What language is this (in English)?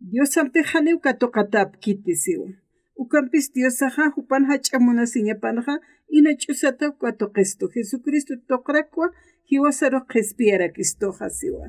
Aymara